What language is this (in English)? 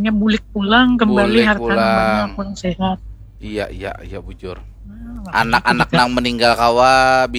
Banjar